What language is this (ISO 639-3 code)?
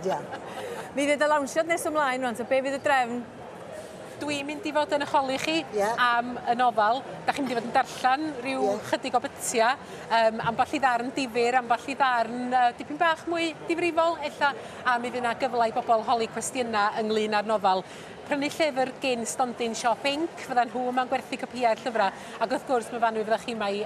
cym